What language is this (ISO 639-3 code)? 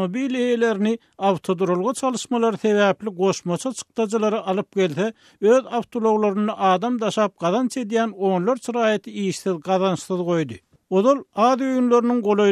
tuk